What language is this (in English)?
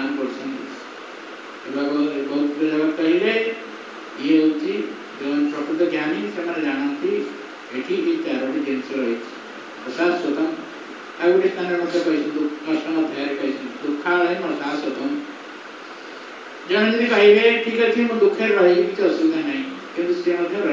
Odia